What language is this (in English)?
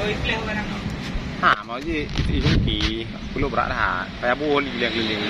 Achinese